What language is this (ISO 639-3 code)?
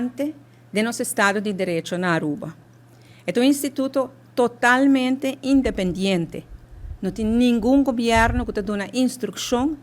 pap